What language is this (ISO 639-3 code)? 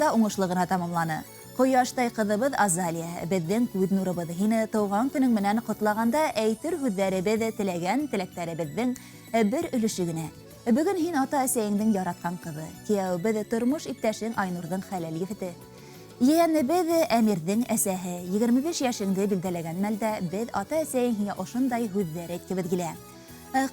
bak